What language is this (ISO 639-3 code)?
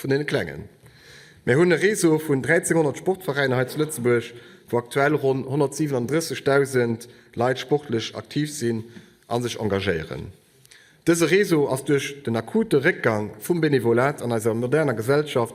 ltz